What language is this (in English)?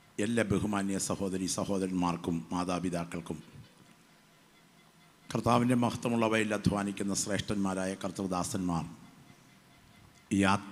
Malayalam